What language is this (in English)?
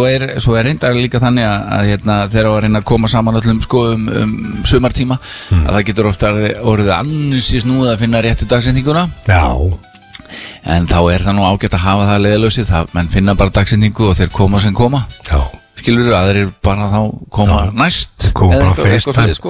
Icelandic